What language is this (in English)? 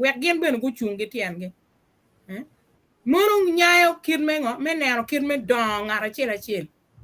Acoli